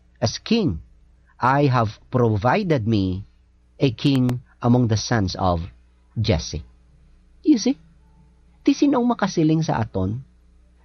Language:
Hiligaynon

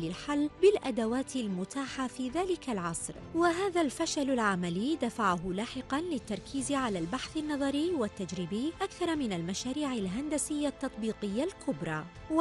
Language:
Arabic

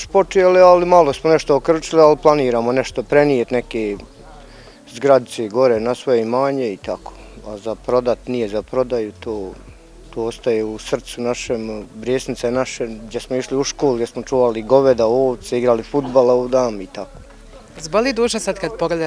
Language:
Bosnian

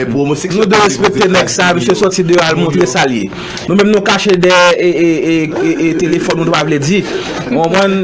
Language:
Haitian Creole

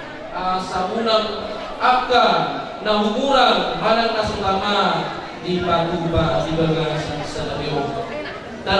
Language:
Batak Toba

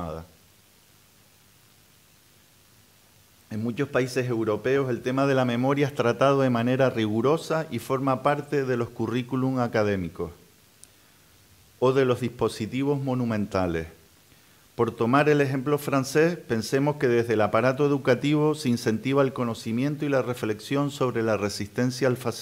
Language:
Spanish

